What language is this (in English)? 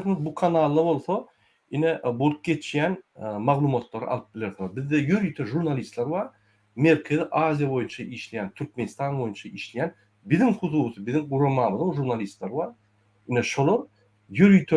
Turkmen